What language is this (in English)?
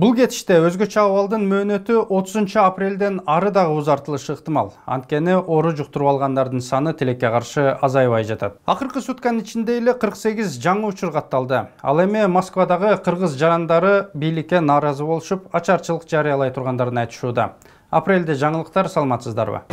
Kyrgyz